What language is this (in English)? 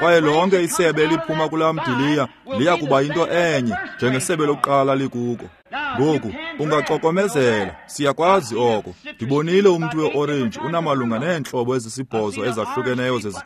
Xhosa